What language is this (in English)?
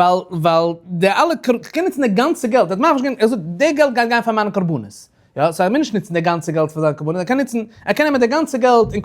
Yiddish